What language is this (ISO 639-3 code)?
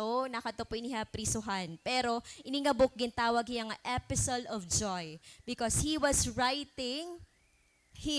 war